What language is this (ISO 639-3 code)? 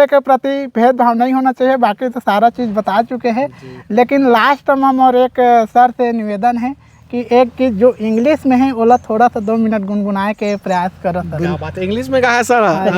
hne